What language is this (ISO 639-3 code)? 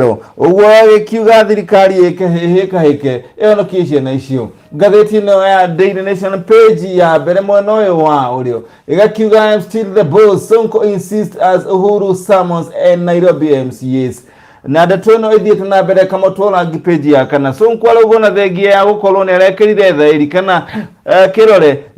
kik